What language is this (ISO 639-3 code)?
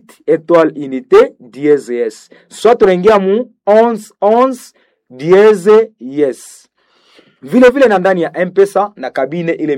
swa